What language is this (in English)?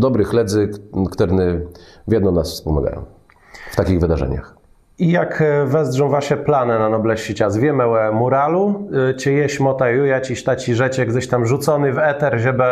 Kashubian